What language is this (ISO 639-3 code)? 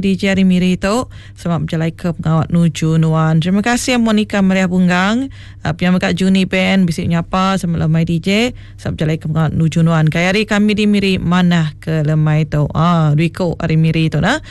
iba